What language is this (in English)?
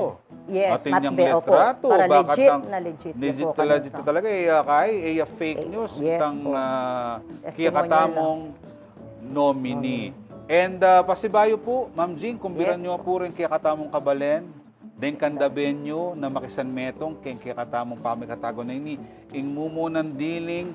Pampanga